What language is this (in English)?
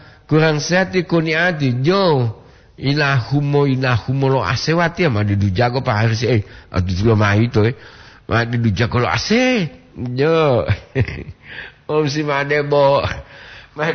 Gorontalo